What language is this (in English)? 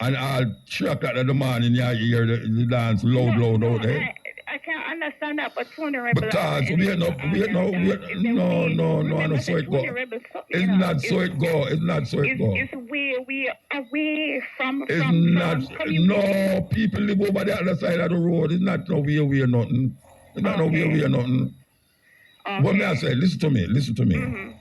Jamaican Creole English